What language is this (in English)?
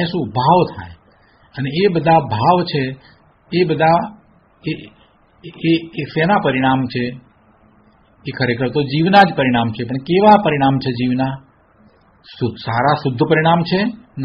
Gujarati